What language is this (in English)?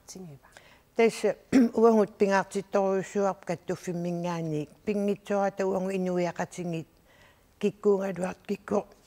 Kalaallisut